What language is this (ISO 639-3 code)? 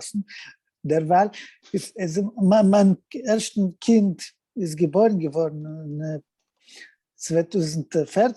yid